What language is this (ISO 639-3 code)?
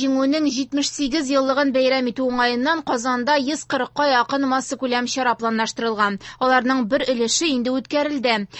tat